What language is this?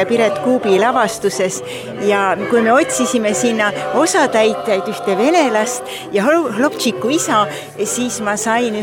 Estonian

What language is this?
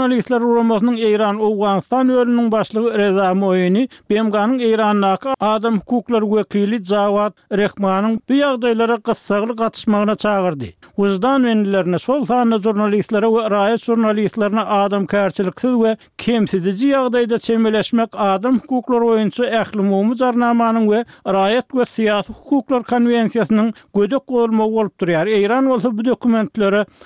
Turkmen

